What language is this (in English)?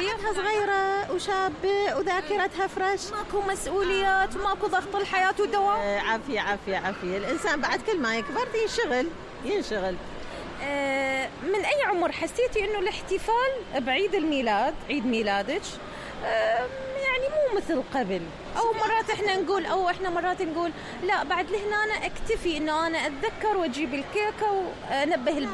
Mesopotamian Arabic